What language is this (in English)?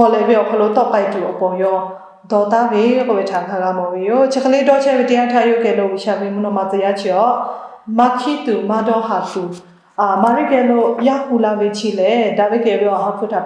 Lahu